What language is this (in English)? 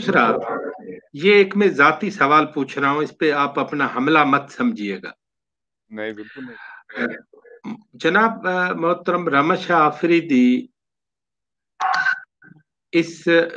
Urdu